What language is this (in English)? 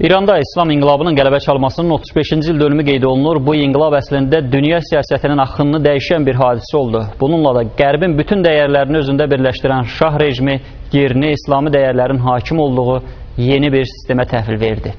Azerbaijani